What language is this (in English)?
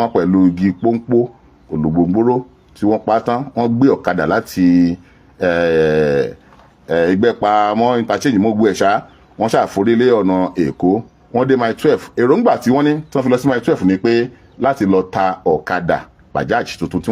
Yoruba